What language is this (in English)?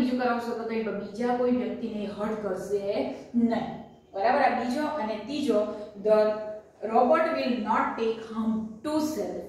Gujarati